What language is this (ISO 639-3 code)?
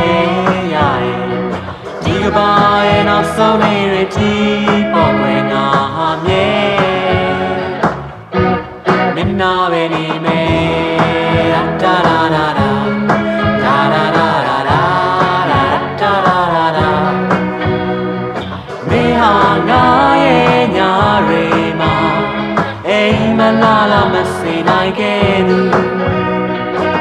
mya